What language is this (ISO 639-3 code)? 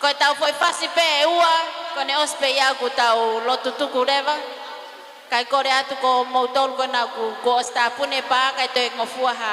ton